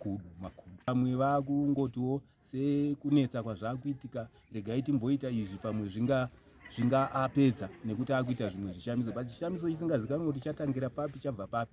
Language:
Shona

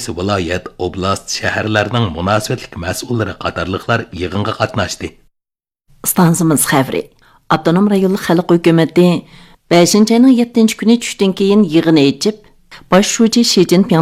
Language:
Uyghur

